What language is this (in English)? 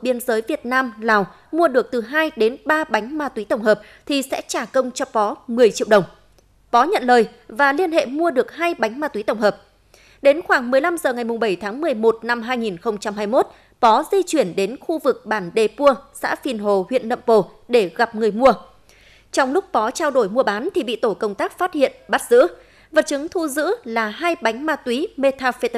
Vietnamese